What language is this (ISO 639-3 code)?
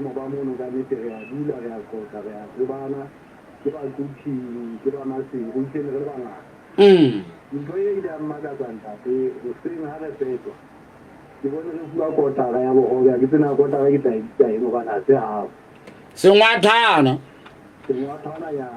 sot